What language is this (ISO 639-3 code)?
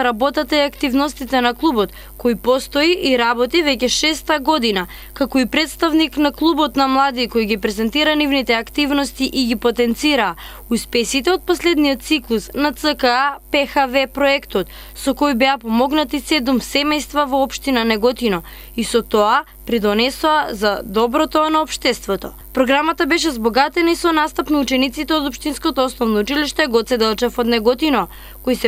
mkd